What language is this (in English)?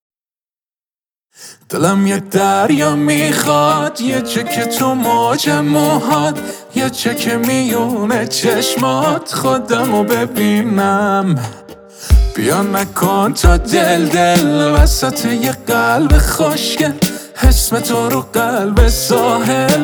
Persian